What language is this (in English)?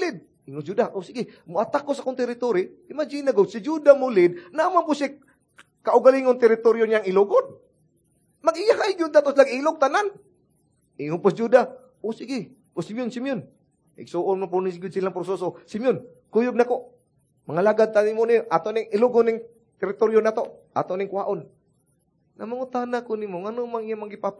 Cebuano